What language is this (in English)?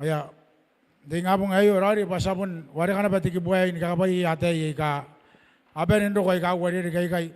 Gilbertese